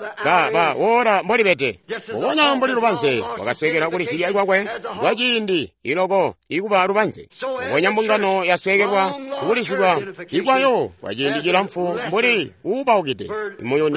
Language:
Tonga (Zambia)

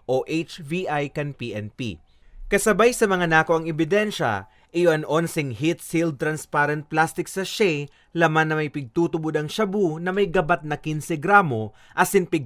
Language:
Bikol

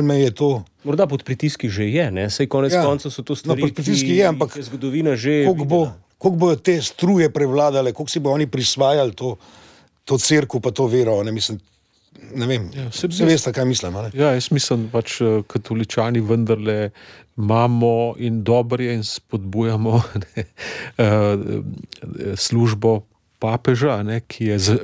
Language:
Slovenian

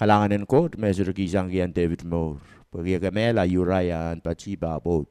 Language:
Pohnpeian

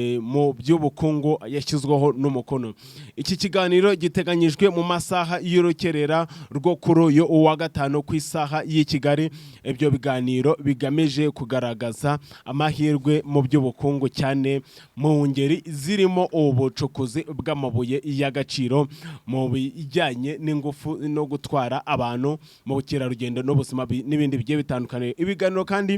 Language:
Kinyarwanda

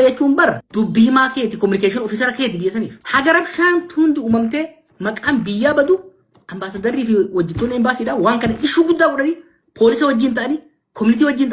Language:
Oromo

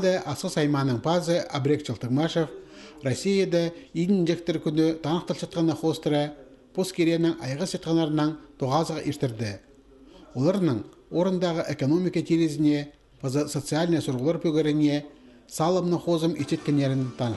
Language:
Khakas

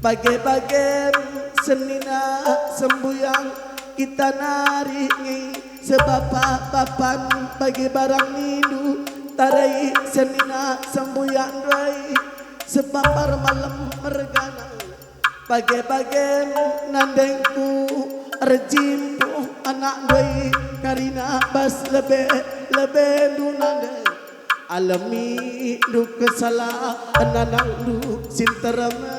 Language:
Batak Karo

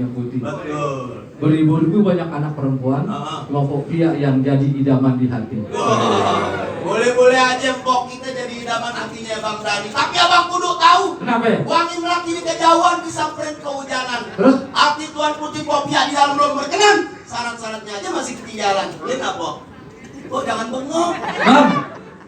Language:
Betawi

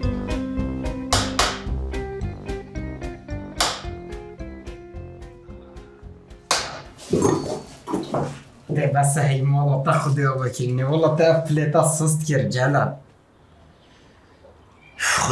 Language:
Kurdish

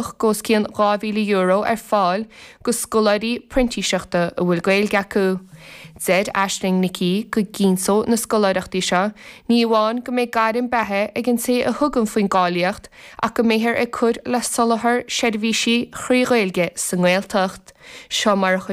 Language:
Irish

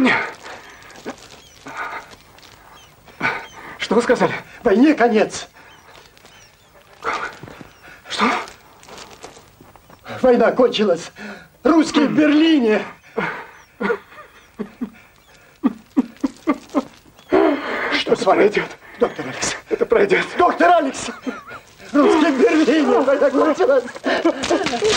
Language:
Russian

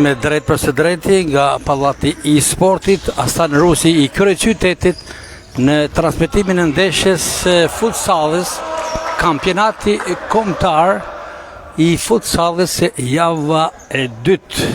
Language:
Albanian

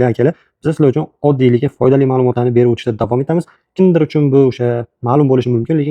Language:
Uzbek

